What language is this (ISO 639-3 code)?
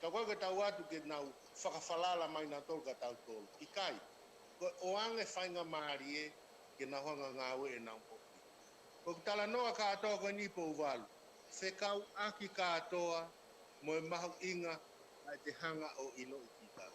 ton